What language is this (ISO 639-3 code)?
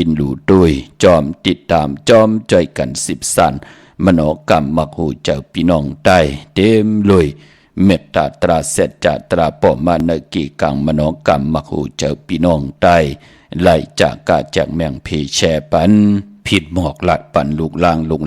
shn